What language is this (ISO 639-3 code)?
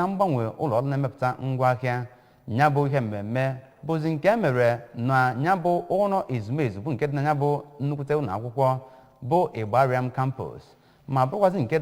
ibo